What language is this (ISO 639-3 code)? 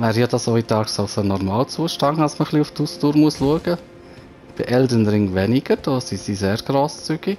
gsw